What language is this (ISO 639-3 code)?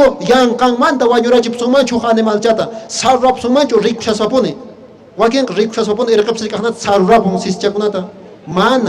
que